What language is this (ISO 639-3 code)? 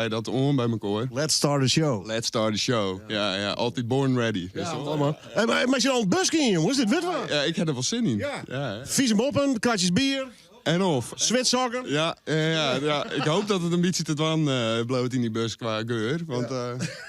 fry